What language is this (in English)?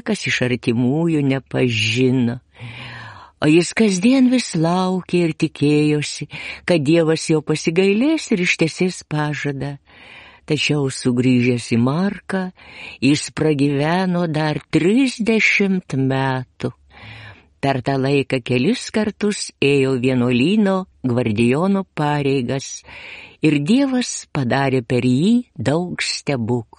Lithuanian